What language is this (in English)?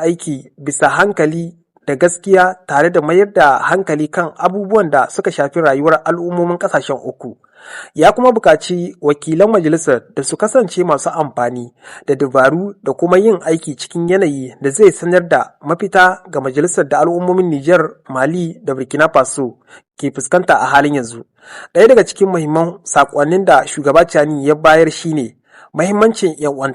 Hausa